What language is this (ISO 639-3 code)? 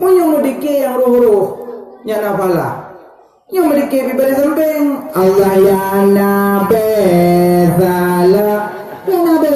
ace